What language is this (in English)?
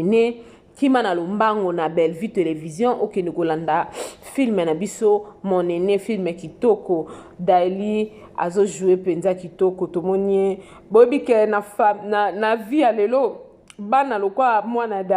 Lingala